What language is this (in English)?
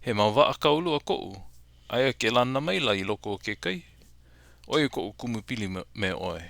Hawaiian